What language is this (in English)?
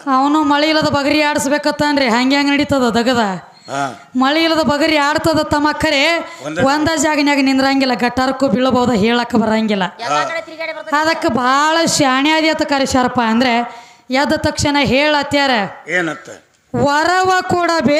Kannada